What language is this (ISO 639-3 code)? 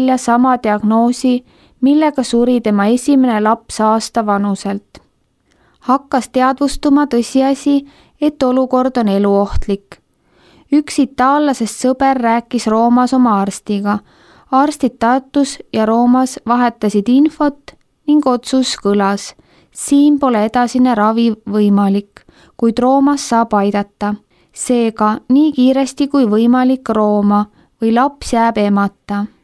est